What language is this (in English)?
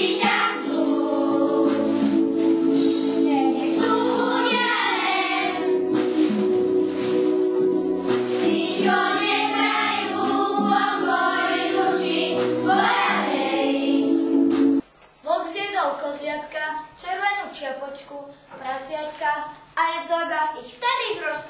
Slovak